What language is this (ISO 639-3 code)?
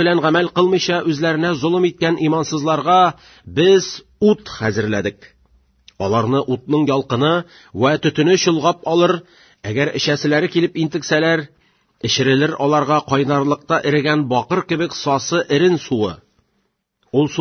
tat